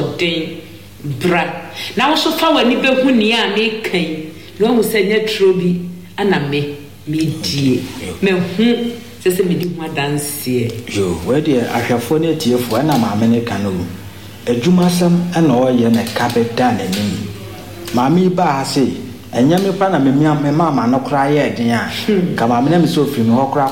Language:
Akan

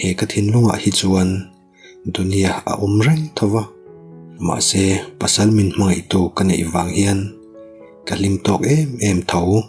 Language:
Mizo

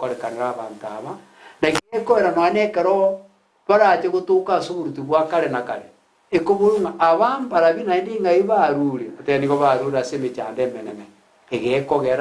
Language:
Gusii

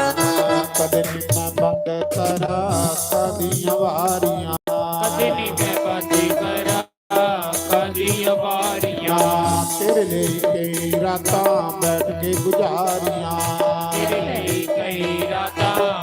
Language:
Dogri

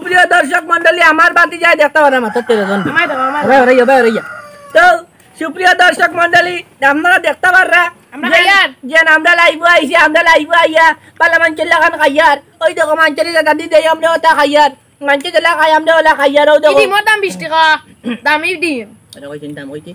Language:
Sylheti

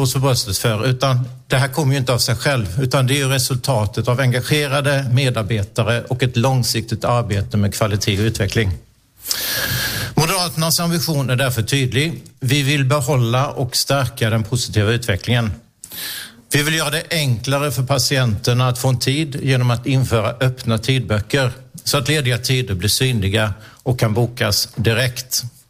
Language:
Swedish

